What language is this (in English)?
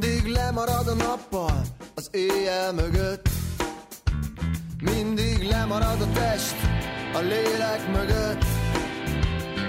Hungarian